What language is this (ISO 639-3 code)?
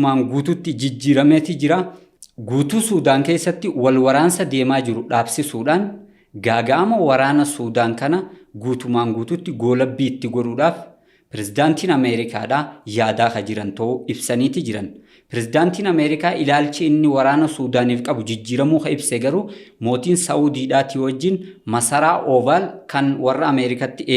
orm